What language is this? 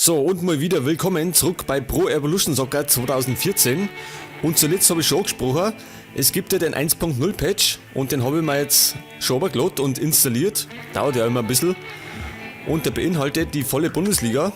Bavarian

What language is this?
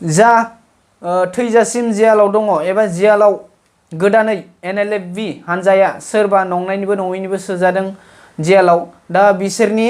Bodo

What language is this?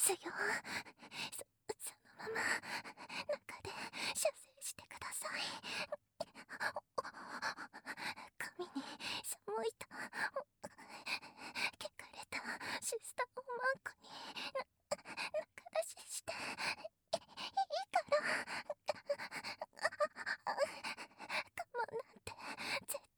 Japanese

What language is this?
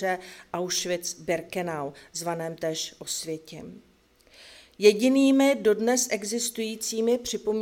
Czech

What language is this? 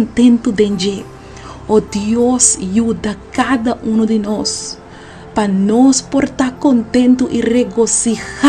Papiamento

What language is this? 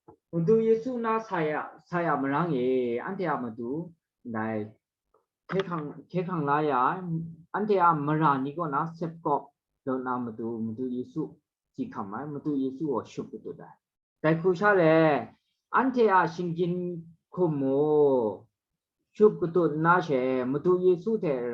Kachin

